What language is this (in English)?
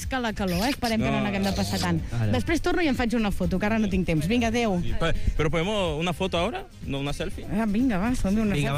Catalan